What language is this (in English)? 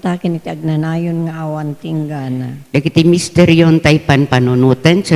Iloko